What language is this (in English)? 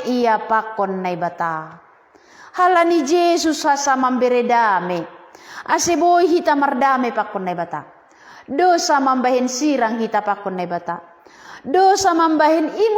Batak Simalungun